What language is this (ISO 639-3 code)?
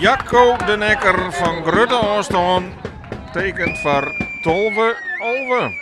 fry